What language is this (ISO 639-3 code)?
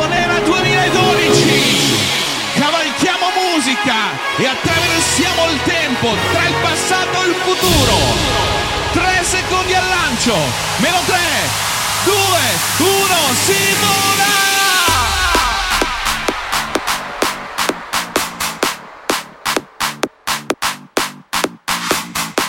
ita